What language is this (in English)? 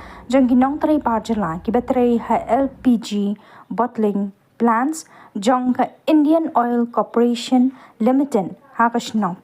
Khasi